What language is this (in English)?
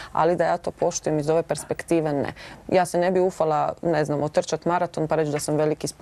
Croatian